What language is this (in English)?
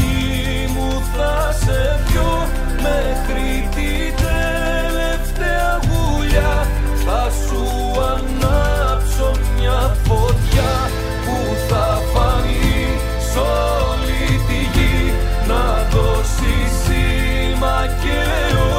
Greek